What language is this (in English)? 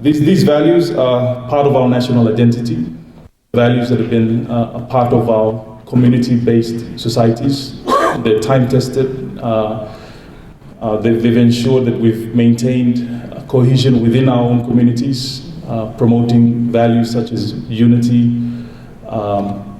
Tuvalu